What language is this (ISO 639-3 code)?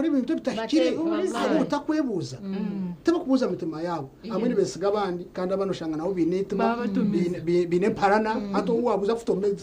nyn